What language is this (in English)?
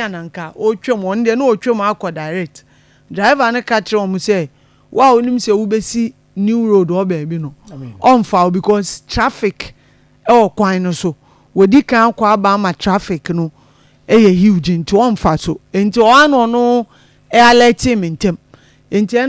Akan